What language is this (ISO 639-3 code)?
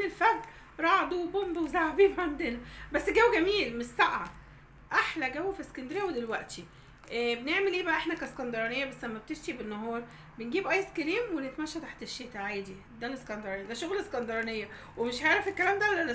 arz